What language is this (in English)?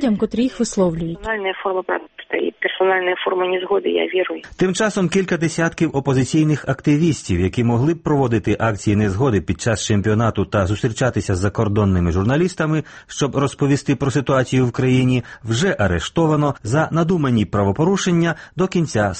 Ukrainian